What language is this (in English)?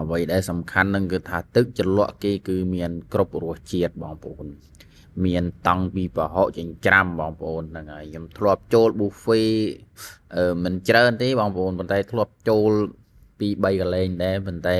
Khmer